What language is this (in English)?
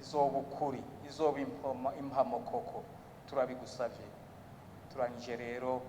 Rundi